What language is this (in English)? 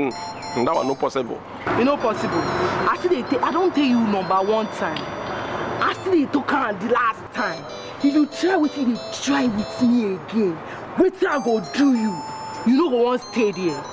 Nigerian Pidgin